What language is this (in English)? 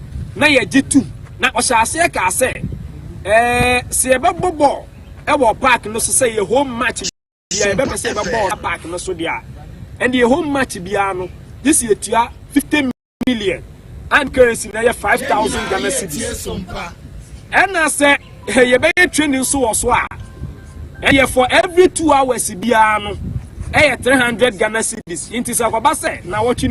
Akan